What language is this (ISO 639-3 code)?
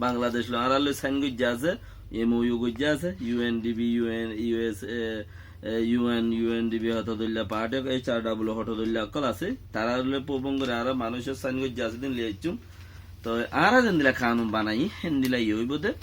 rhg